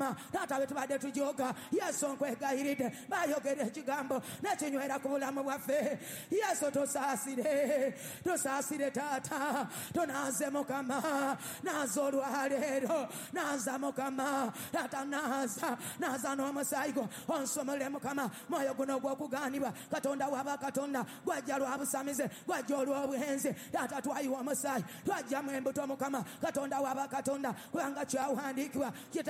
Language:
Ganda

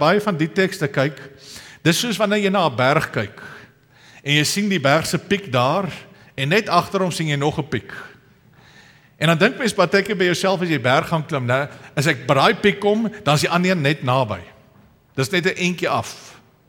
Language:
Afrikaans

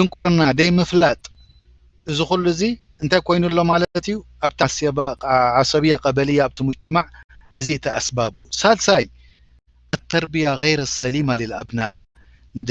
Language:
Tigrinya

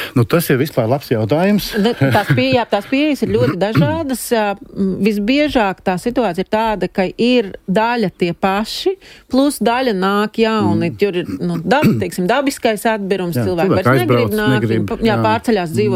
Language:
Latvian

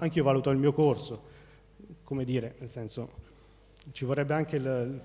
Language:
Italian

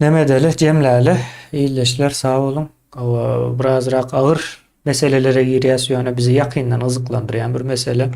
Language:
Turkmen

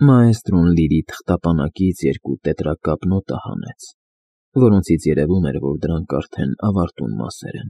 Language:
Armenian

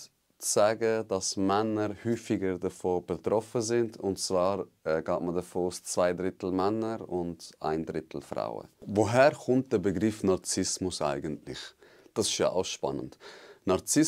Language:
Swiss German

